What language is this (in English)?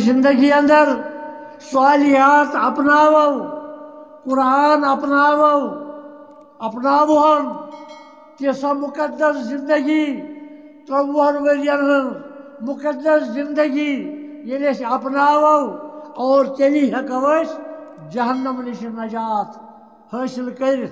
Kashmiri